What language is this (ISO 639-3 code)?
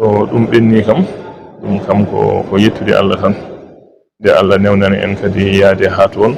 ful